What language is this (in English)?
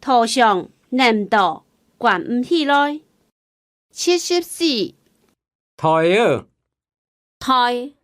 Hakka Chinese